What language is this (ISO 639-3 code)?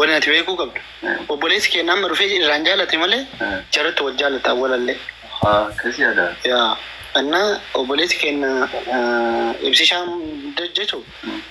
orm